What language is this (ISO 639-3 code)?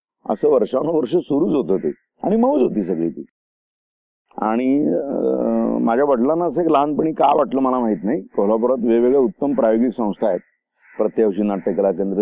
mar